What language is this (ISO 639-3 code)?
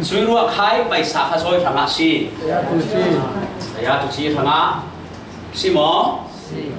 cfm